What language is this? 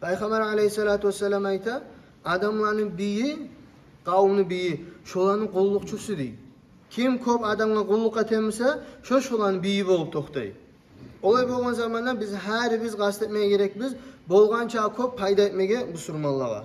Kumyk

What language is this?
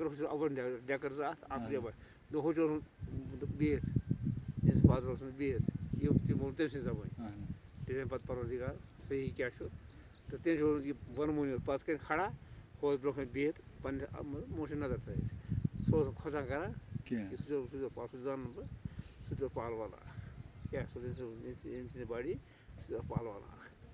Kashmiri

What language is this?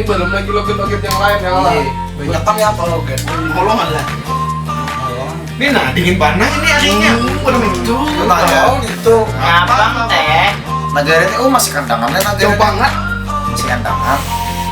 Banjar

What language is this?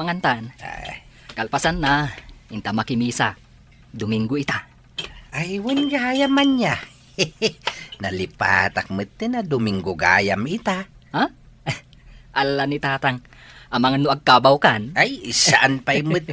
Iloko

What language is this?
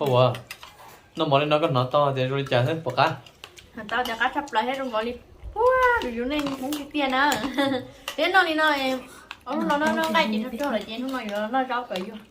Hmong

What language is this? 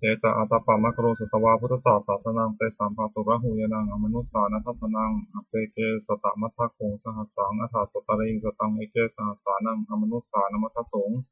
Pali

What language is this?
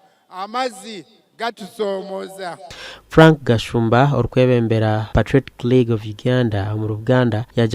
Nyankole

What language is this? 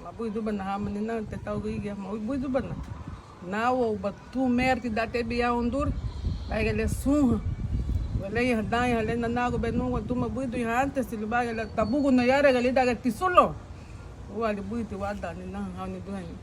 Garifuna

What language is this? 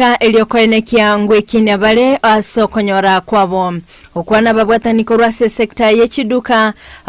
Gusii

